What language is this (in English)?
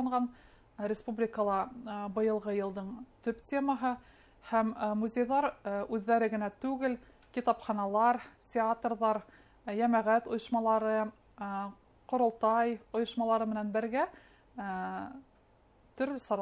Bashkir